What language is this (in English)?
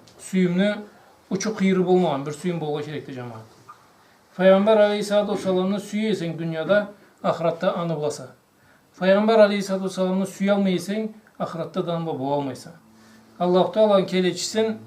Karachay-Balkar